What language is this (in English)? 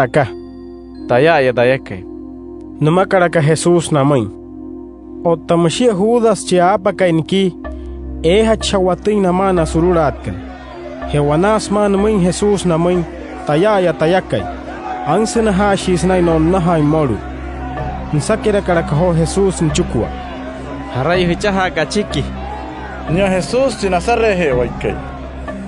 Wayuu